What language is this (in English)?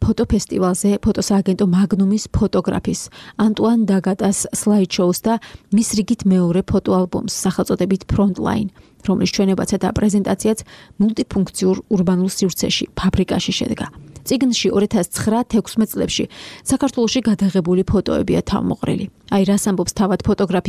Georgian